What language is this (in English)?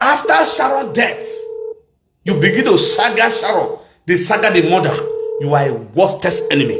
Nigerian Pidgin